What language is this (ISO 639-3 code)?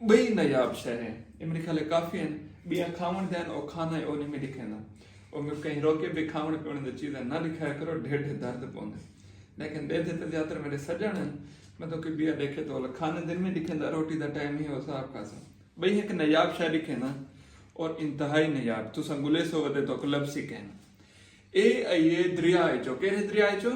skr